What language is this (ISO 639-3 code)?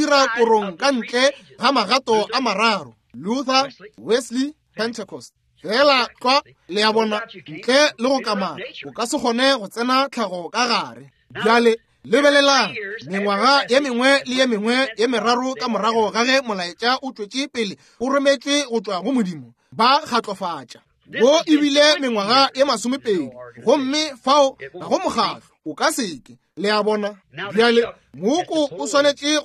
nso